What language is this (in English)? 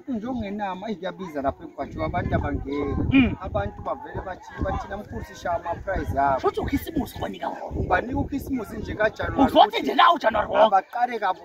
Zulu